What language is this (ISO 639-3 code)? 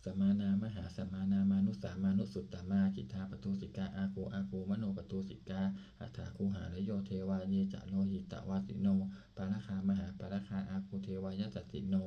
pli